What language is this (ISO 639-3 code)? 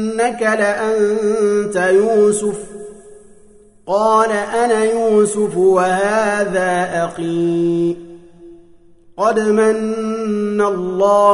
ara